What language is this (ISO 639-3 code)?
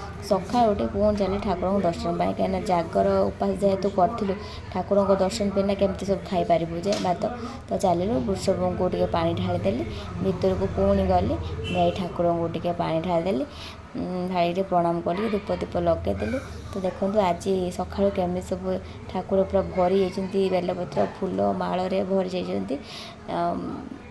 ori